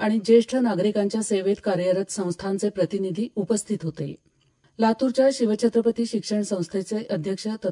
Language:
Marathi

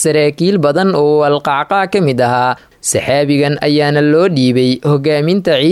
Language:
Somali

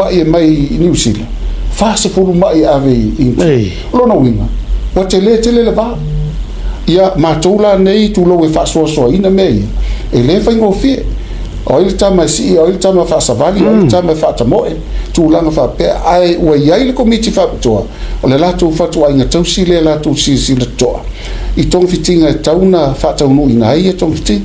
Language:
Samoan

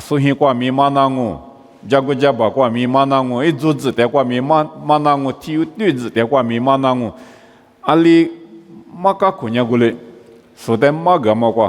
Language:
Lisu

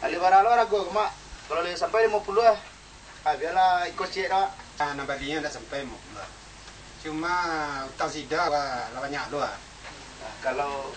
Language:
Minangkabau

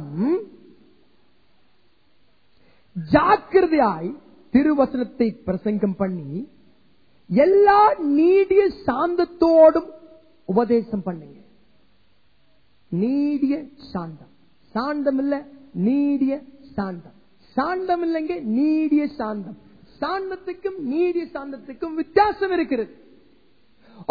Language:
Tamil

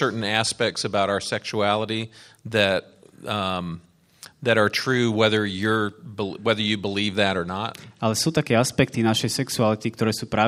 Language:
Slovak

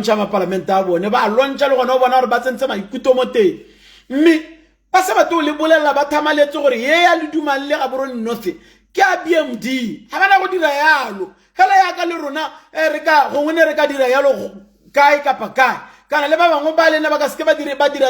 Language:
Tswana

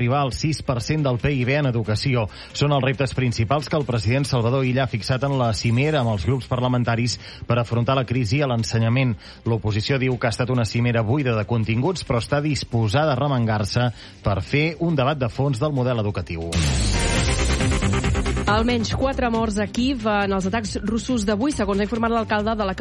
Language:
Catalan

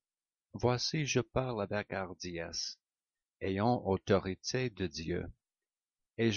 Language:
French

